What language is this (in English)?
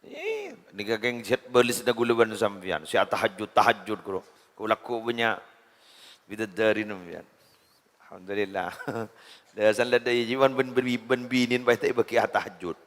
Madurese